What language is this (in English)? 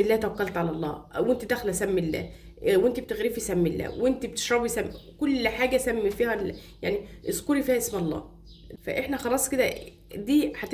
Egyptian Arabic